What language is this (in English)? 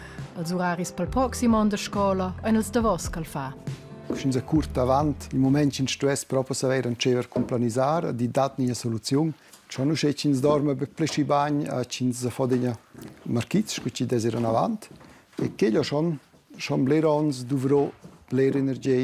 Romansh